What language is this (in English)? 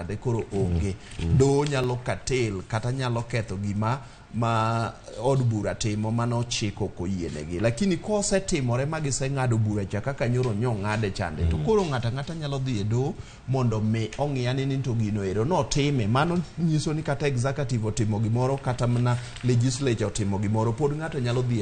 Luo (Kenya and Tanzania)